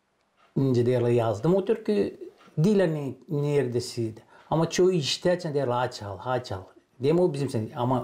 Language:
Gagauz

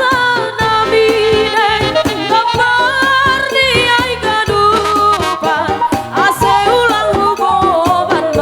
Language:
Batak Simalungun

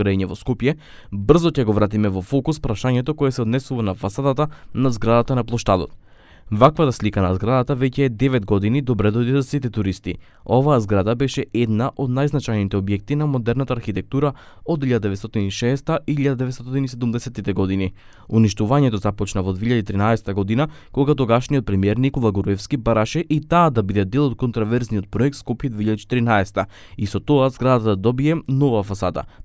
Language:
Macedonian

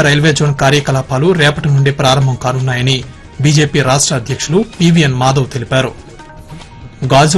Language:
Telugu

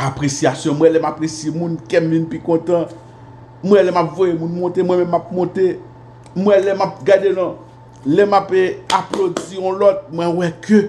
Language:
Haitian Creole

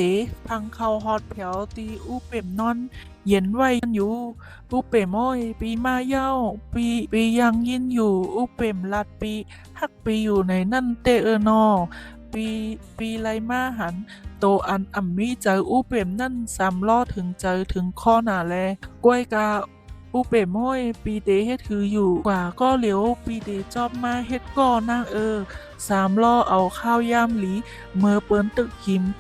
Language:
Shan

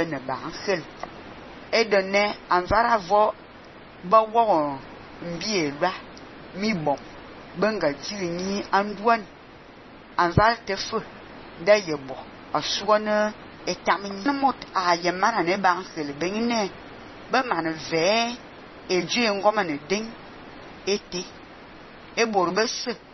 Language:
Fang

